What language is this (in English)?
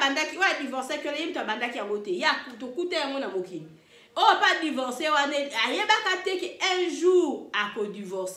Lingala